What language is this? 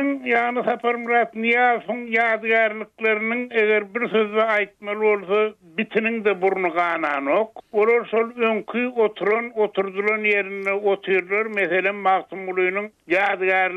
Turkmen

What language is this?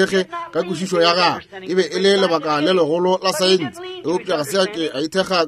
Northern Sotho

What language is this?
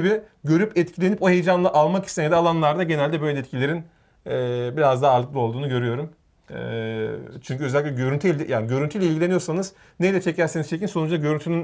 Turkish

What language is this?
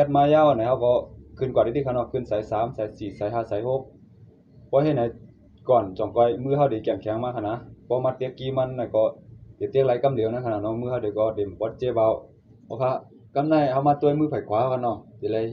Shan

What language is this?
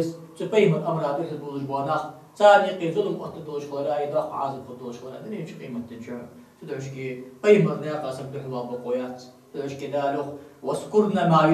Ingush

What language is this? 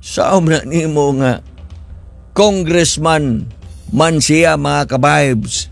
Cebuano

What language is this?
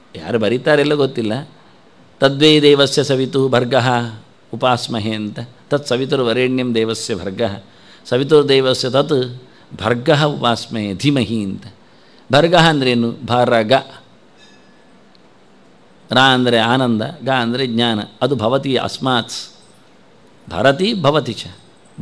Kannada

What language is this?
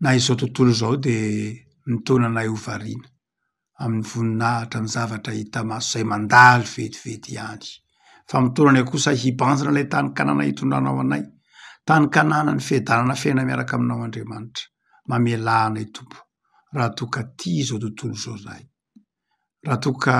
Malagasy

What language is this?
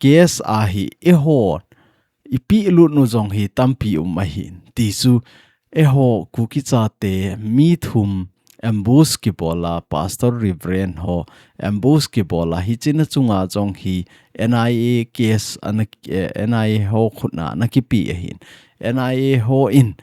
Thado Chin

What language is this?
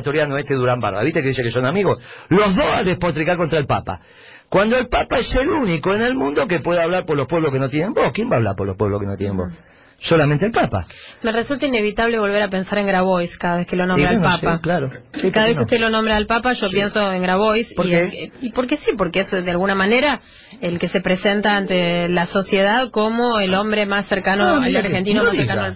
Spanish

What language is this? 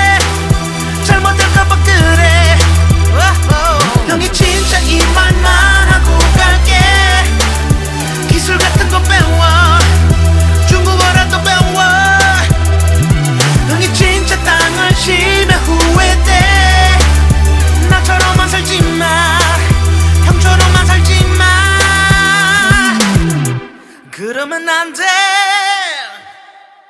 Korean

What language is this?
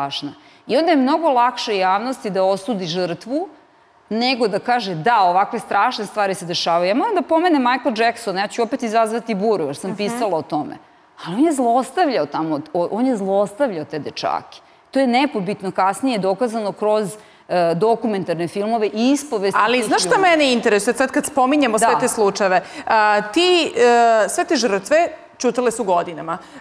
Serbian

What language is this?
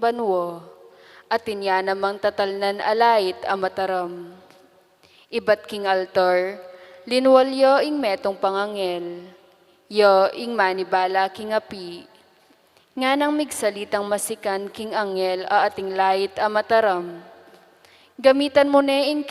Pampanga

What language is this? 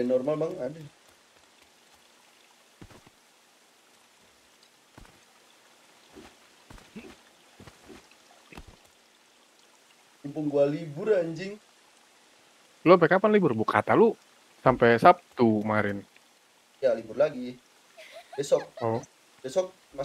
Indonesian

